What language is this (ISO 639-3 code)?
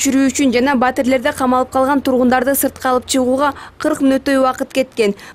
kir